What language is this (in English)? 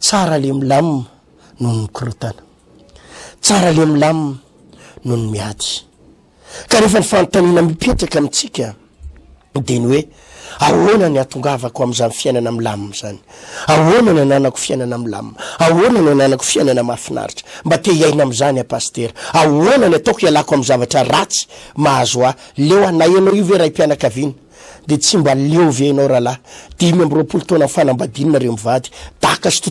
Malagasy